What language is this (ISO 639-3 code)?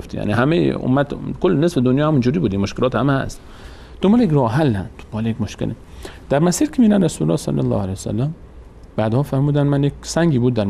fas